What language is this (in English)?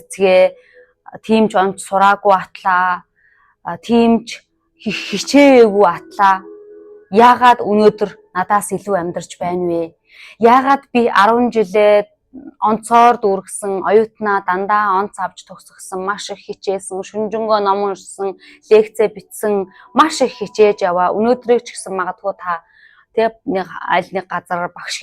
Mongolian